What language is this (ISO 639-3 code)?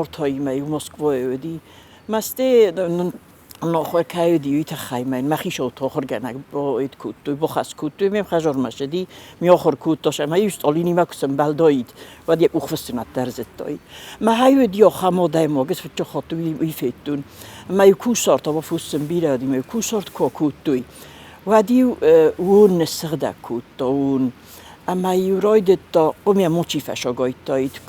oss